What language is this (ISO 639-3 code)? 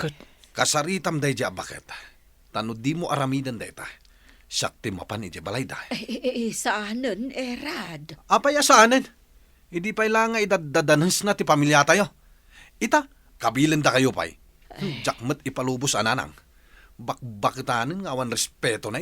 ilo